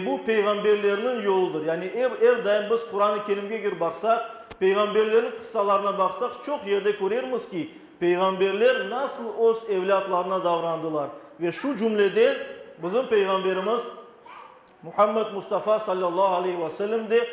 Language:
Crimean Tatar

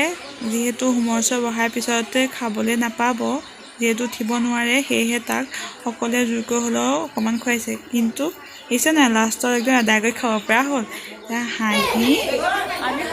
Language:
Assamese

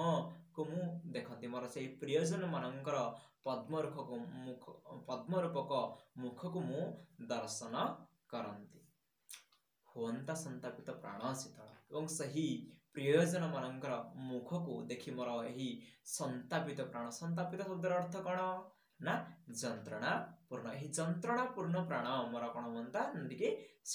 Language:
Odia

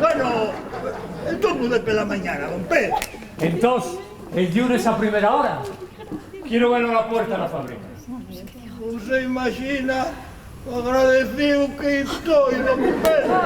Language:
Asturian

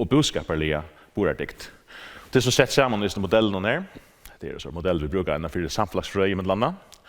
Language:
Faroese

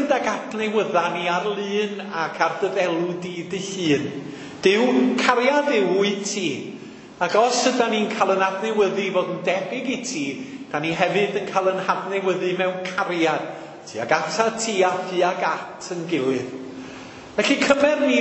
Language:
Welsh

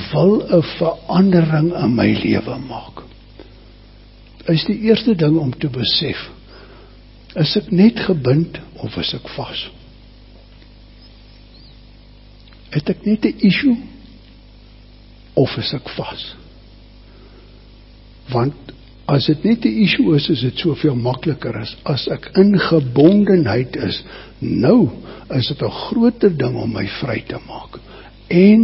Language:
Afrikaans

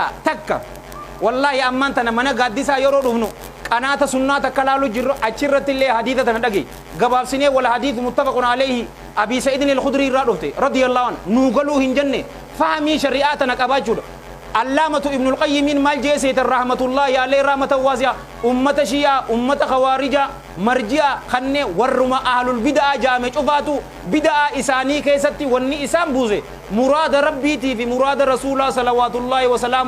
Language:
Oromo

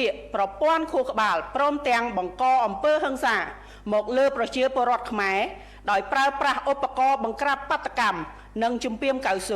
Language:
Khmer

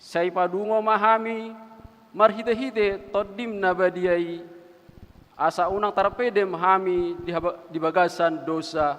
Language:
Batak Toba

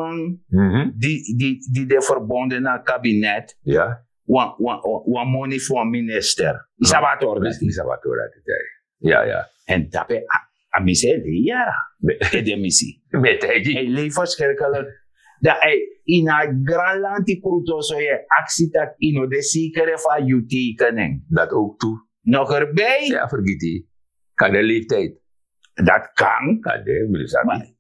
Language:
Sranan Tongo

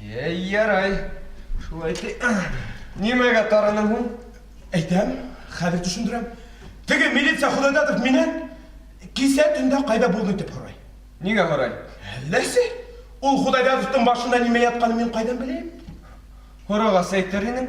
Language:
Bashkir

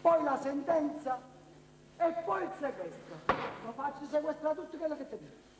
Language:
Neapolitan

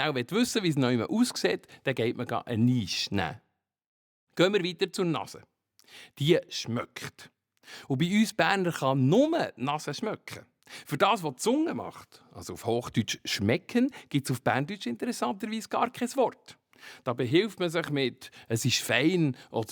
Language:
Swiss German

